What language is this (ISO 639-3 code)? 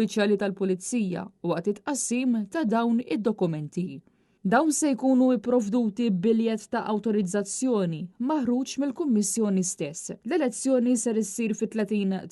mlt